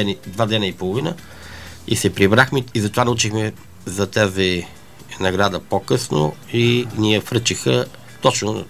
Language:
Bulgarian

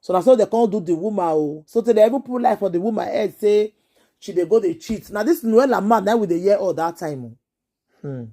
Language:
Nigerian Pidgin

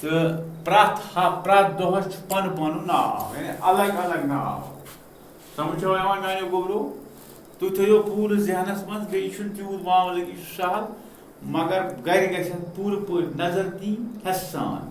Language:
Kashmiri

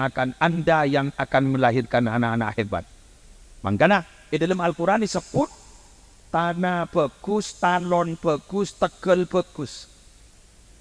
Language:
Madurese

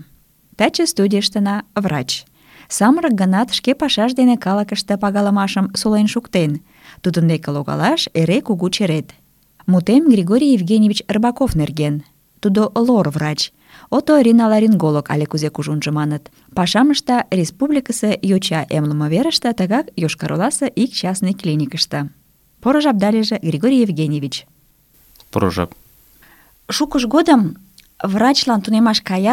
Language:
Mari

